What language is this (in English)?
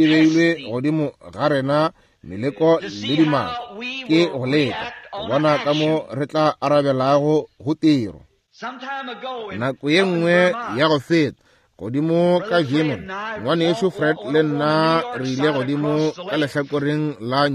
Northern Sotho